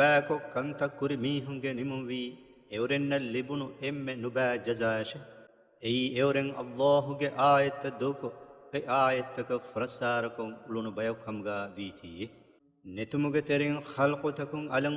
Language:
Divehi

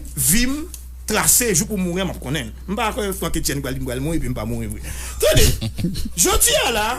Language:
Haitian Creole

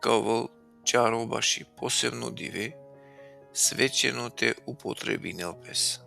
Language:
Balkan Romani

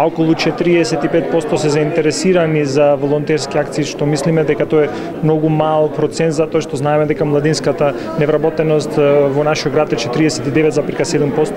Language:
Macedonian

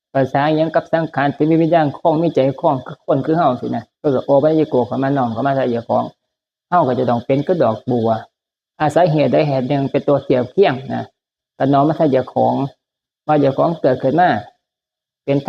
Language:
Northeastern Thai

